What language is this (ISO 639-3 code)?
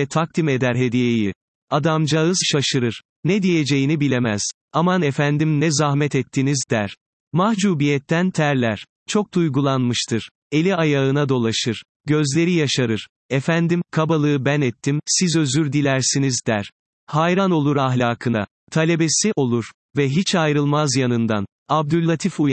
tur